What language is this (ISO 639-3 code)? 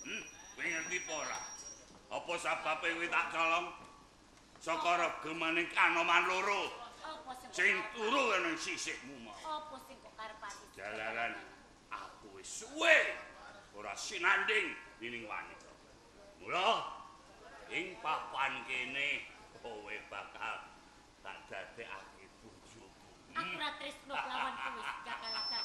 jav